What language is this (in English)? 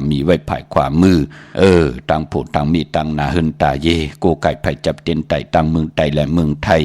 Shan